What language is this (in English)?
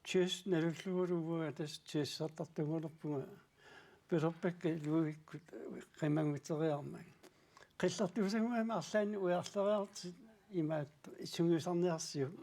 Kalaallisut